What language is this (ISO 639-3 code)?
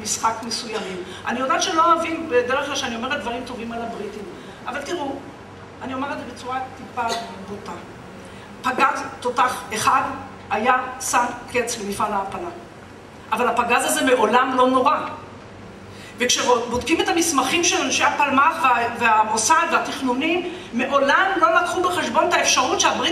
heb